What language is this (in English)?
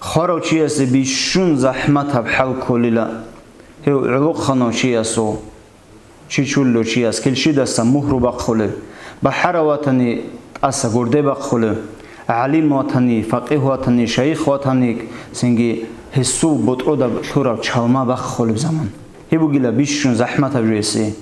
Avaric